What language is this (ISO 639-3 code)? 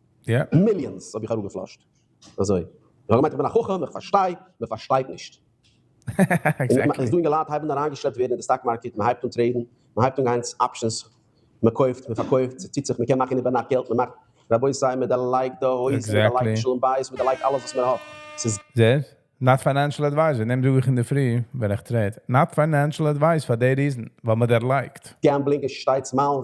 yid